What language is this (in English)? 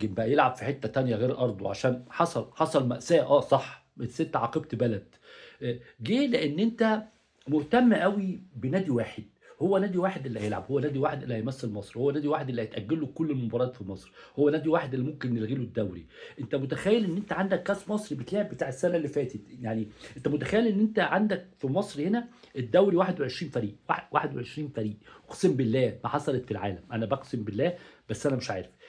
Egyptian Arabic